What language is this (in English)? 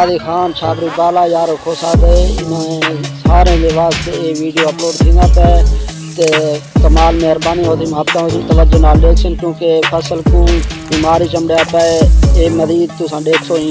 Saraiki